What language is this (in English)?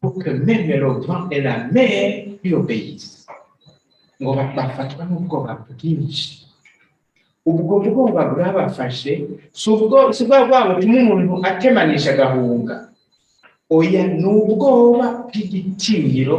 Rundi